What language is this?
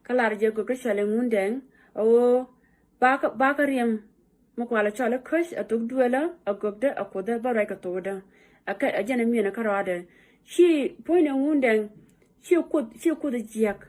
Nuer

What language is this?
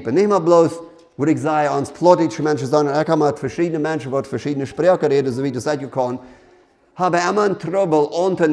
Plautdietsch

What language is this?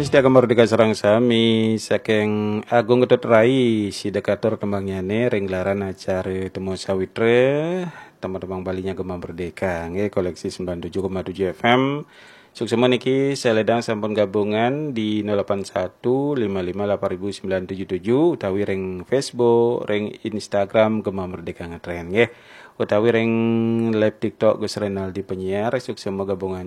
Balinese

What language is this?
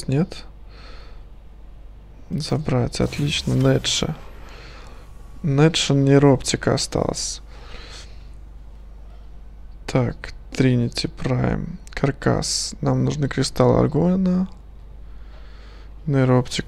Russian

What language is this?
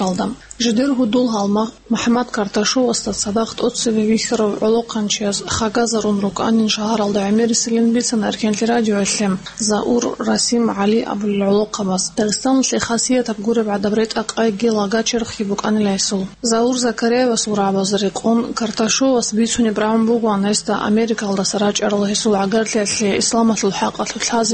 Avaric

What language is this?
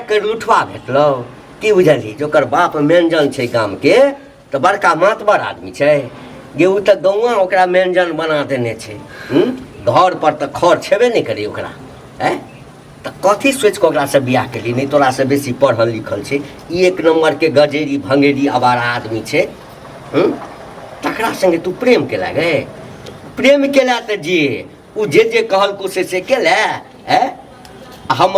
Maithili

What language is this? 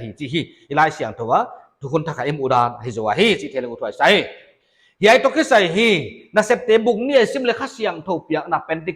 Paite Chin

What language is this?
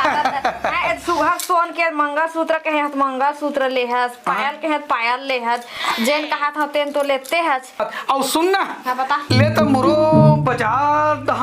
Chhattisgarhi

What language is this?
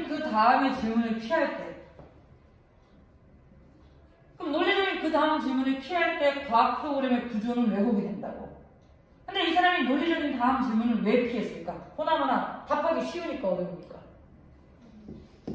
Korean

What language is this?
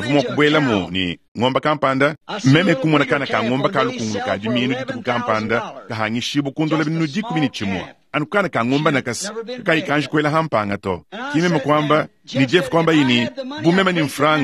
Luba-Lulua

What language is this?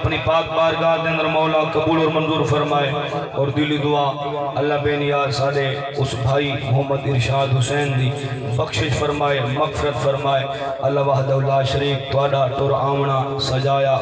Saraiki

